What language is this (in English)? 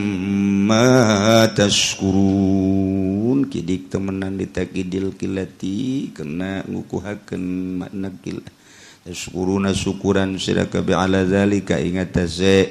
Sundanese